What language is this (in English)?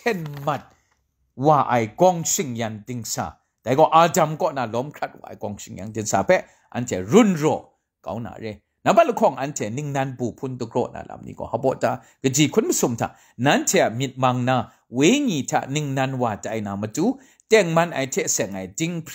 Kachin